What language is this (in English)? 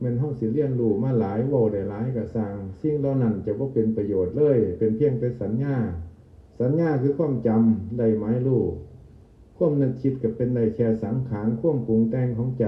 Northeastern Thai